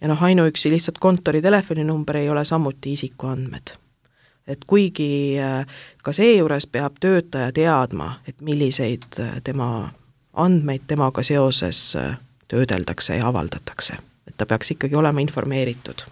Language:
Estonian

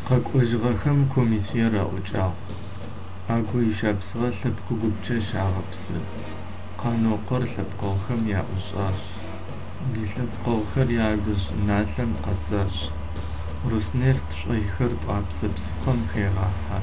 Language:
Adyghe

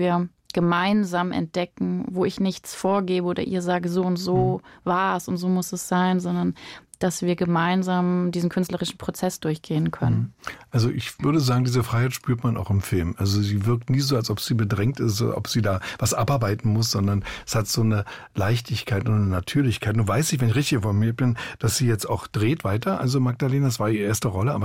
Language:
German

